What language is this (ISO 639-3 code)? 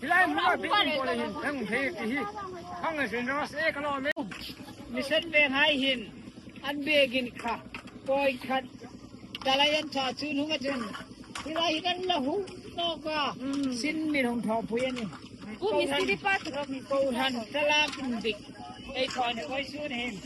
hmr